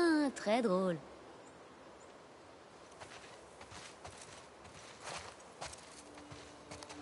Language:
French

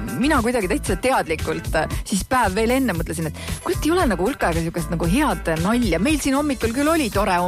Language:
Estonian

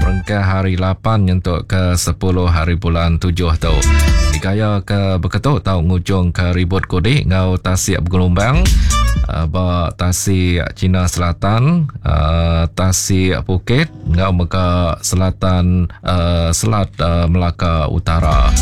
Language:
Iban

